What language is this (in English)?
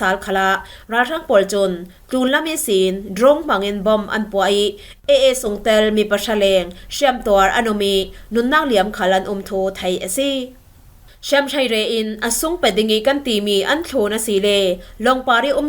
Falam Chin